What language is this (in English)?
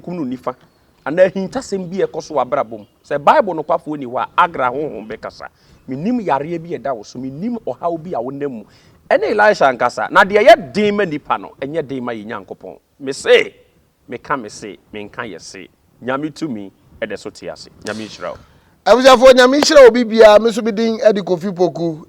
Akan